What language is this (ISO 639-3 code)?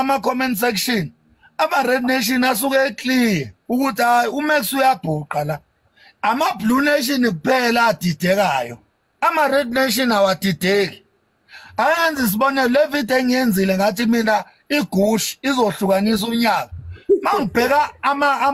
zul